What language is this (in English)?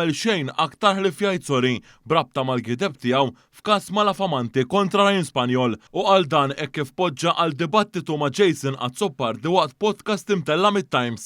Maltese